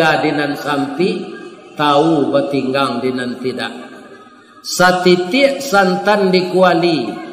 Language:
Minangkabau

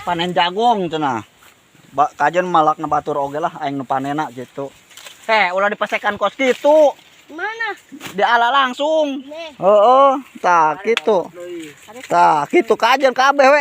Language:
Sundanese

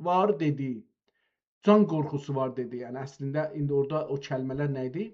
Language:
South Azerbaijani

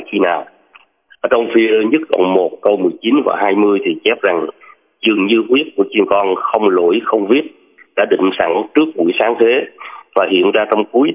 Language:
Vietnamese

